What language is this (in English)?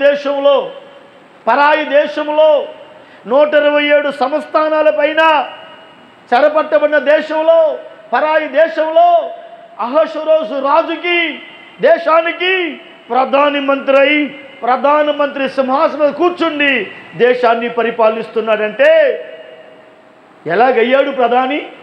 Telugu